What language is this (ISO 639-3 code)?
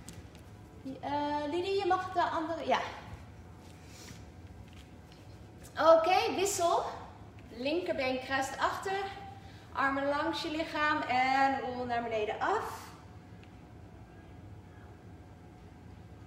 nld